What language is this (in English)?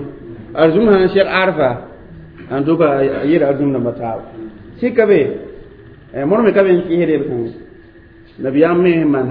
Mossi